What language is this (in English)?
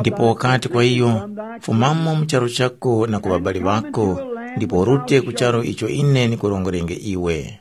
Tumbuka